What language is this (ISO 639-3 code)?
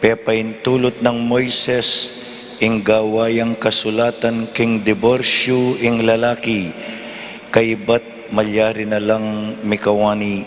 pam